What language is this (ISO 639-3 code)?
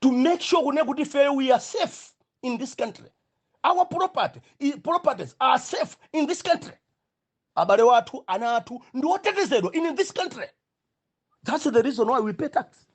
nya